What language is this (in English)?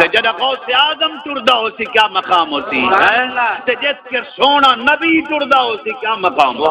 Saraiki